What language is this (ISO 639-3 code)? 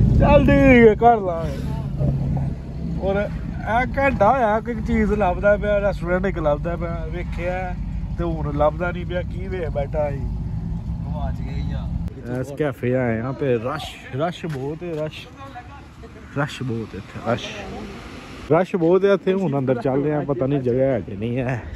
pan